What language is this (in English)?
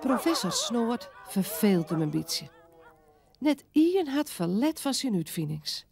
Western Frisian